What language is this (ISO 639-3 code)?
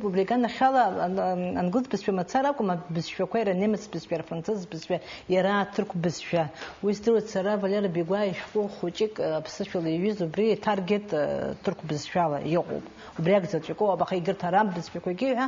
abk